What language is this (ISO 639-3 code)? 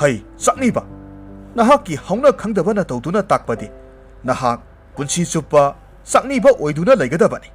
mni